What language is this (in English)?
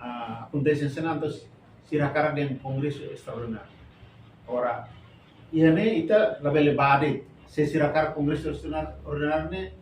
Tetum